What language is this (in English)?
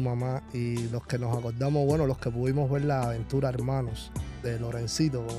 Spanish